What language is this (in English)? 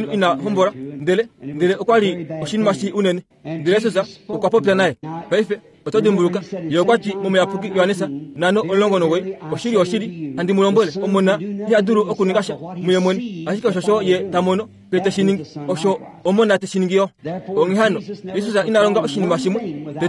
Kuanyama